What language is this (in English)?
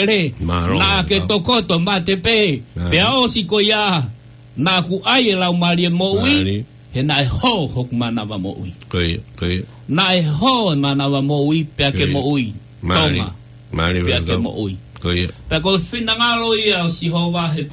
Tongan